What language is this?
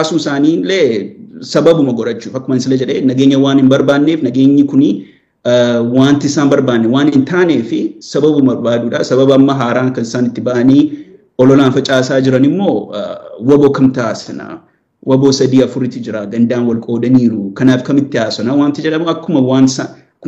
Oromo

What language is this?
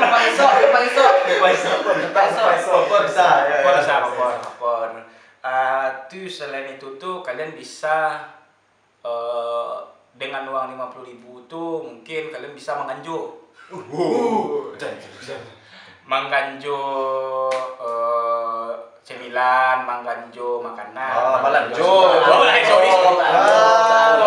Minangkabau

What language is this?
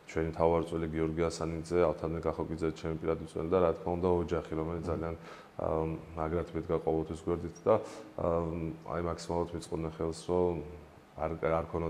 Georgian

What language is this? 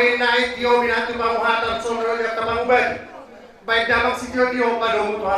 Batak Toba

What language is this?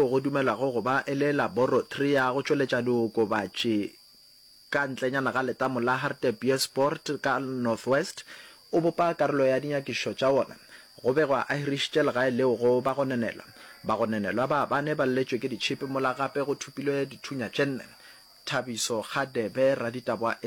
Northern Sotho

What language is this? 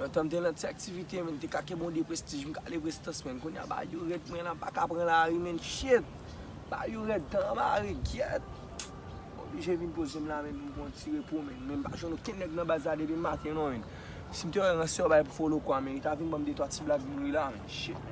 Haitian Creole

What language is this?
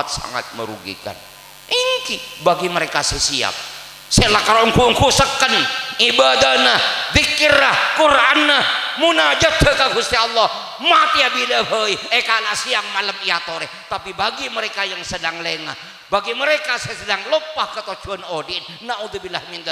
Madurese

